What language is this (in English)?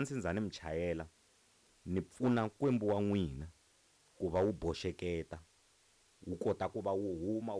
Tsonga